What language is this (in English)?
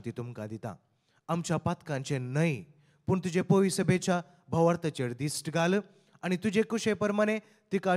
Konkani